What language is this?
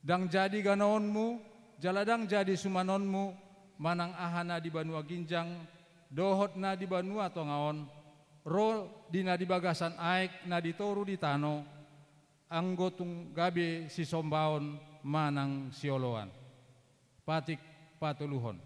Batak Toba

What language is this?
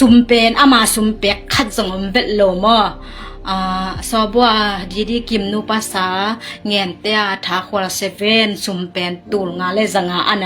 Tedim Chin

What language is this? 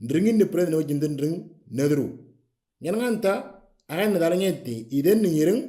Moro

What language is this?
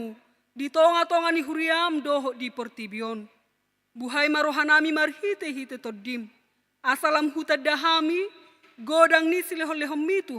Batak Toba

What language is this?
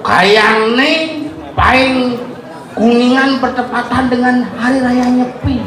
Balinese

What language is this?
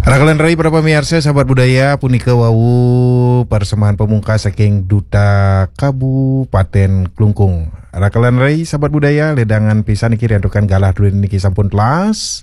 Balinese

